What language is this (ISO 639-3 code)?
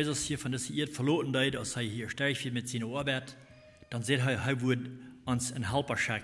pdt